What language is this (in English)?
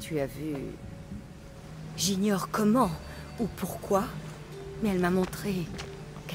French